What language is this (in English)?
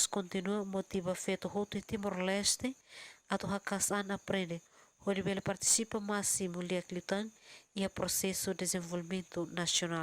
Tetum